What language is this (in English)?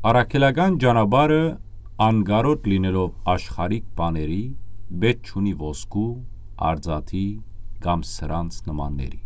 Western Armenian